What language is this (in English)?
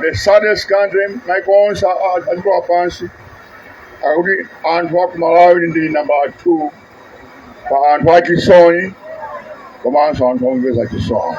Nyanja